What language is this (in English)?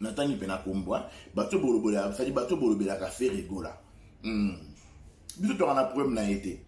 Lingala